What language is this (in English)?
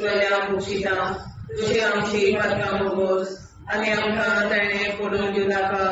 Konkani